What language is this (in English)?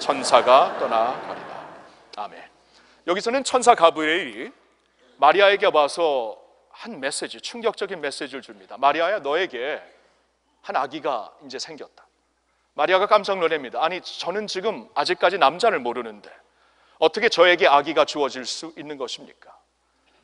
Korean